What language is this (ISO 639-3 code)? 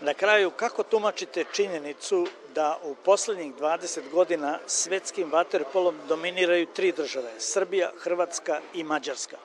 srp